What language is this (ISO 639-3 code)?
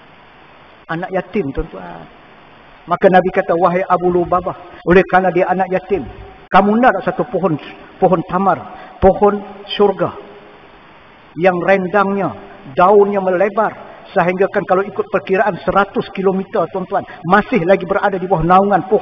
msa